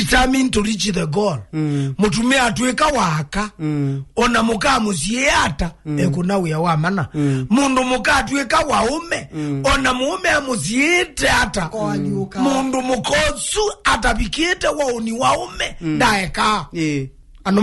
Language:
Kamba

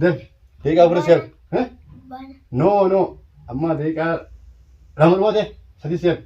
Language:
Oromo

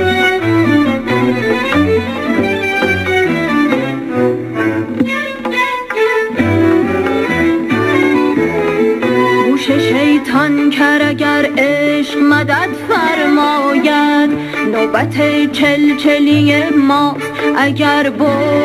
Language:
Persian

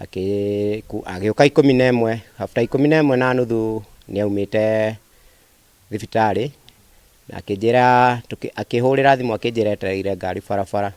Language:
Kikuyu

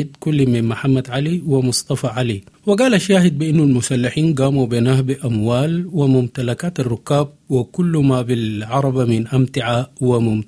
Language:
Sudanese Arabic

